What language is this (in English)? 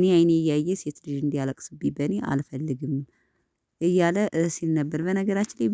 Amharic